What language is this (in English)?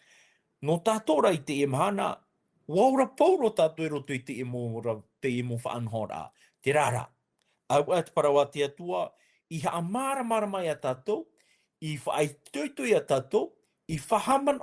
Tahitian